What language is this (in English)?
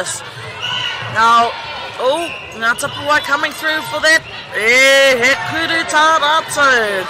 Māori